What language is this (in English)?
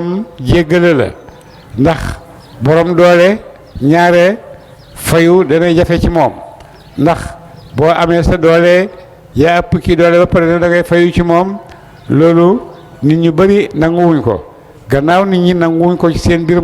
Wolof